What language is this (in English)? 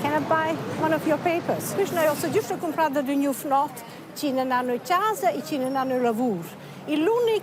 Romansh